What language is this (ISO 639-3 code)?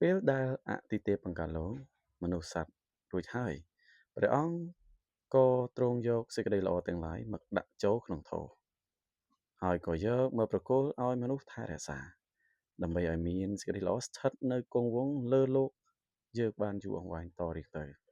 khm